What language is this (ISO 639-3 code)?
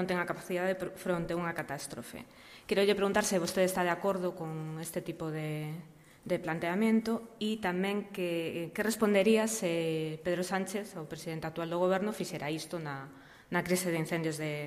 glg